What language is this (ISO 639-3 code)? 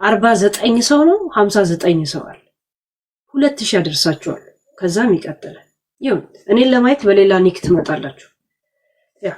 amh